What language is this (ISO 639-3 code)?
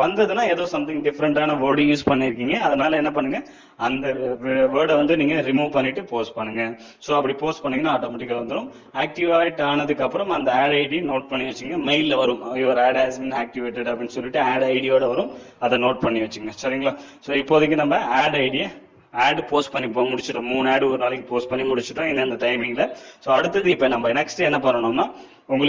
tam